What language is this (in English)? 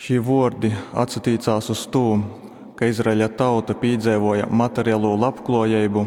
Latgalian